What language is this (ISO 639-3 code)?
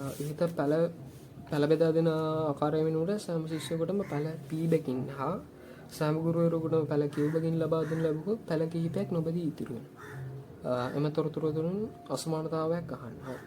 sin